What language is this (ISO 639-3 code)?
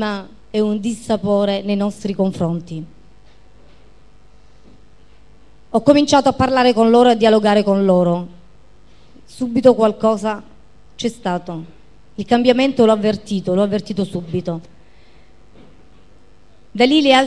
ita